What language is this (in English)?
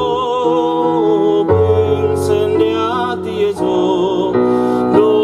Sardinian